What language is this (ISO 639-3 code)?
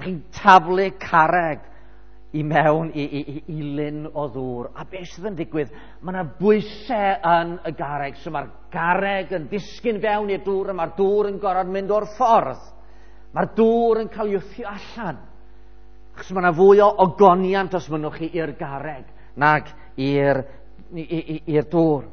cym